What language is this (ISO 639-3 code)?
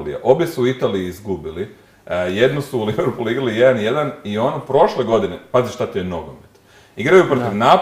hrv